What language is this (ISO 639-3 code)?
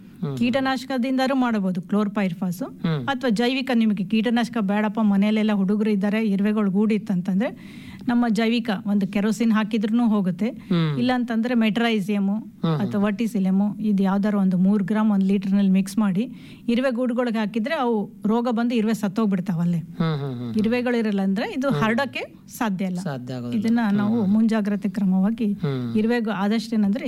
kan